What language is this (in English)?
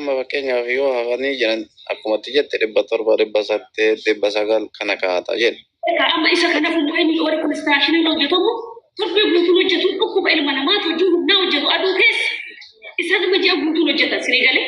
Oromo